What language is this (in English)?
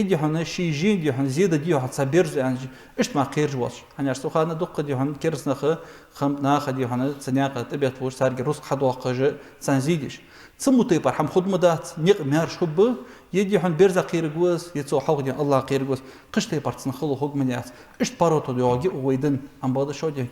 Ingush